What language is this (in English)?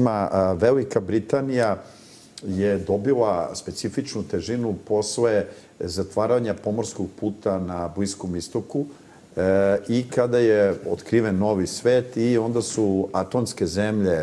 Serbian